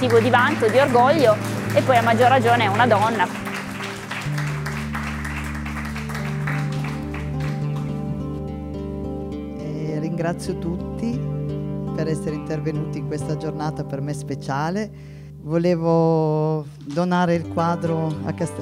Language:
Italian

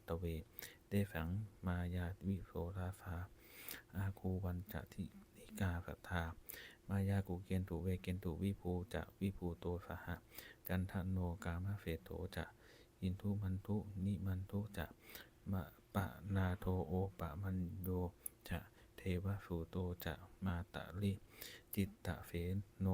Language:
Pali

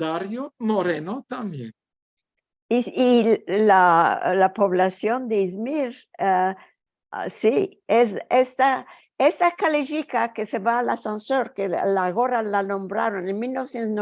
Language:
Ladino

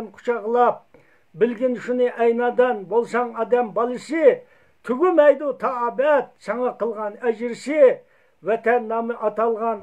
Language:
Uyghur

